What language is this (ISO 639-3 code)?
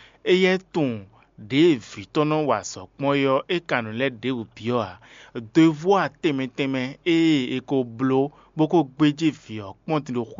fon